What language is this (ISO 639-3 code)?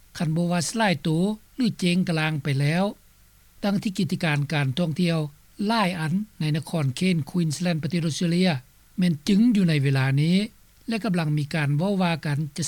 lao